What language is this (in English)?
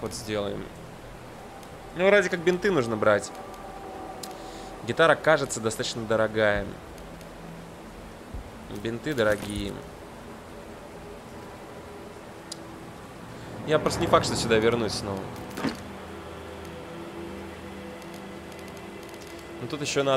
Russian